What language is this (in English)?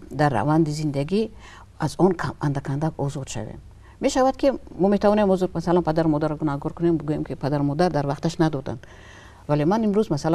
Tajik